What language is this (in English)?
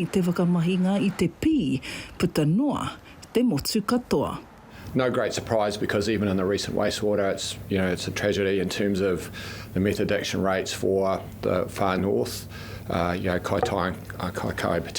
Māori